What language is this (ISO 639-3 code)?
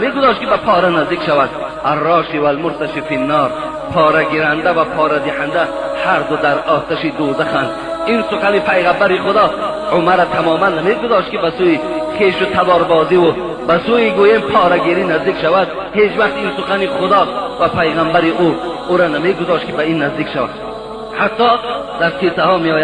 tgk